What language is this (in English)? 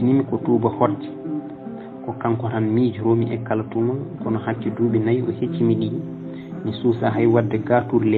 Fula